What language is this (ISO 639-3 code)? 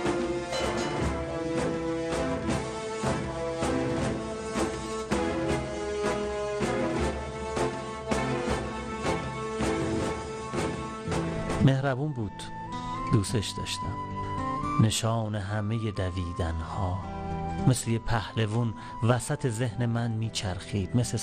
fas